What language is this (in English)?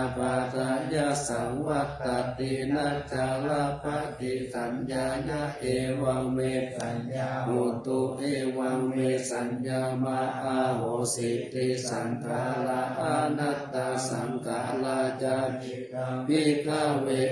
Pali